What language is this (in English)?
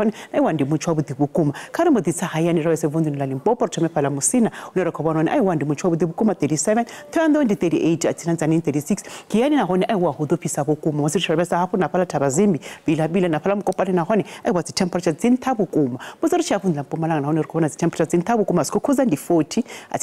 Venda